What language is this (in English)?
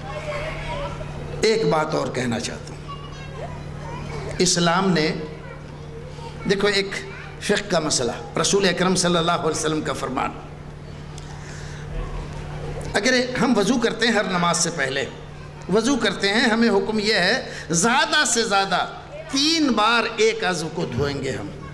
Urdu